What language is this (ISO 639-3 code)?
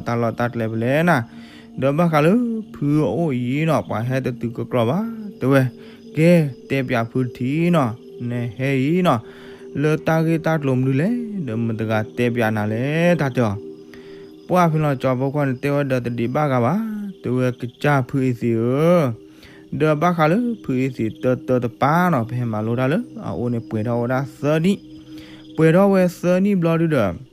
ksw